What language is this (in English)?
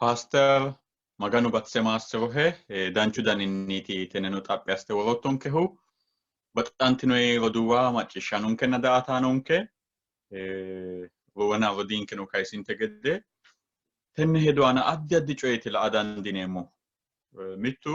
Sidamo